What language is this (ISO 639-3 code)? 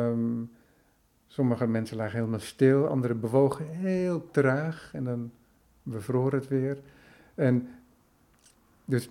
nld